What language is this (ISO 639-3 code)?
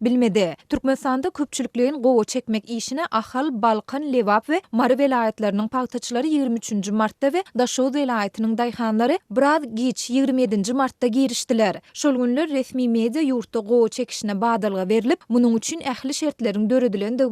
tuk